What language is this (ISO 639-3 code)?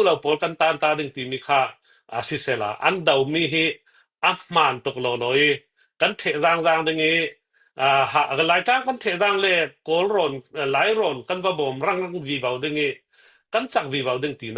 cfm